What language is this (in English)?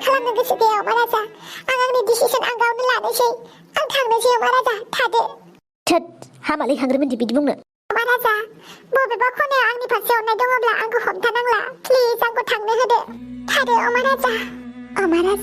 Bodo